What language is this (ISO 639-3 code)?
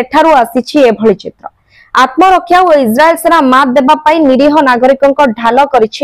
ori